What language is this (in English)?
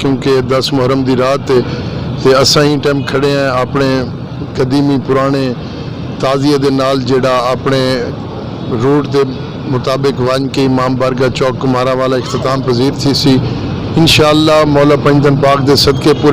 Saraiki